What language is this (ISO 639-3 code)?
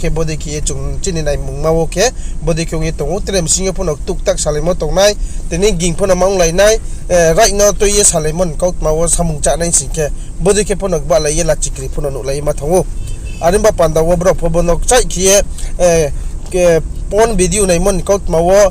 ria